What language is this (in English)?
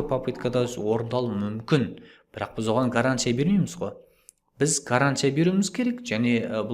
Kazakh